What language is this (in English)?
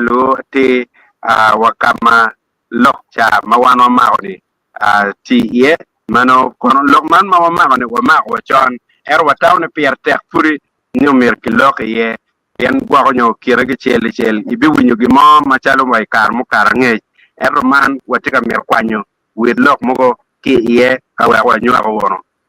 Acoli